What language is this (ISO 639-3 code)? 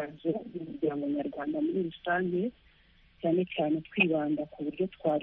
kin